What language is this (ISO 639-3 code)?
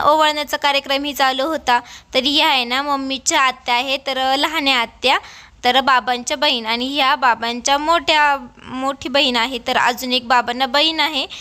mar